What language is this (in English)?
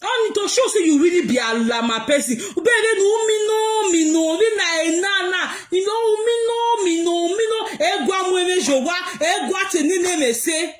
Nigerian Pidgin